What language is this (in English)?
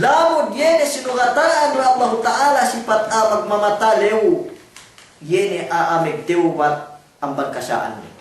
Yakan